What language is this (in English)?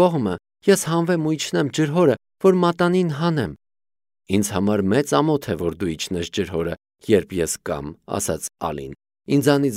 Armenian